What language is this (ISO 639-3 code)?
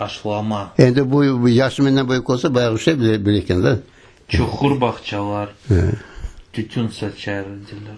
crh